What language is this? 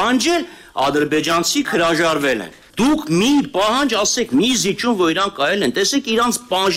Armenian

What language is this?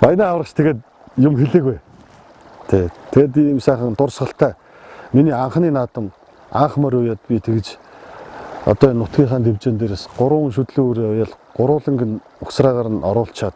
Mongolian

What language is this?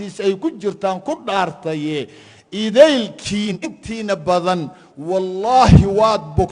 Somali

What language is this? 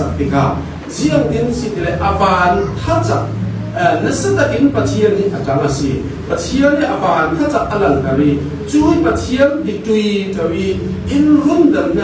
Falam Chin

